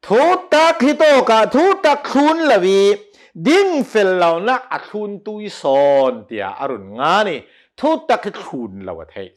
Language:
Hakha Chin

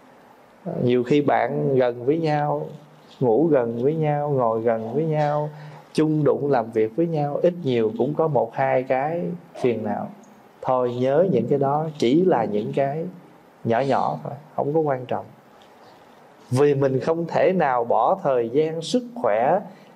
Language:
Vietnamese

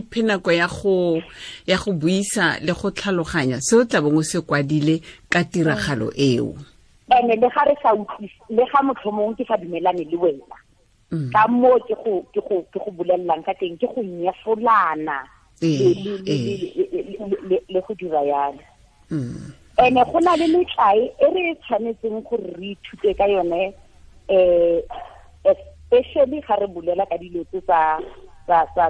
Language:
Tswana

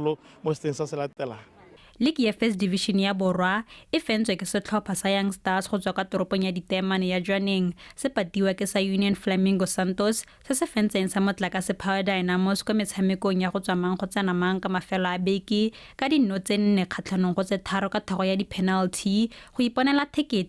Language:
Tswana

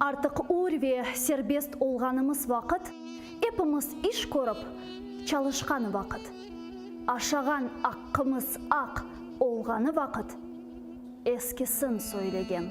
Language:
Crimean Tatar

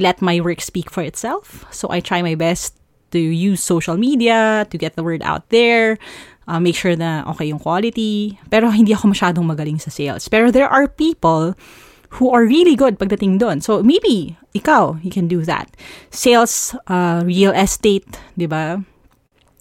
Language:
Filipino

